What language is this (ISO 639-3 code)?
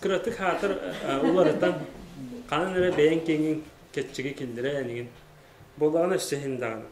sah